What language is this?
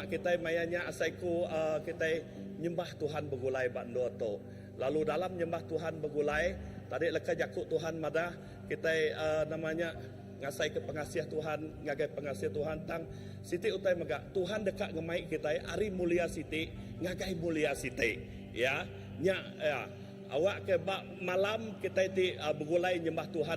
Iban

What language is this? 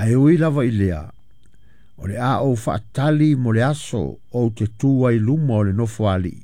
Samoan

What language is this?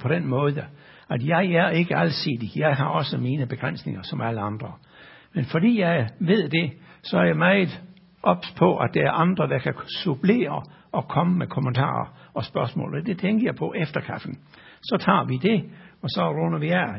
Danish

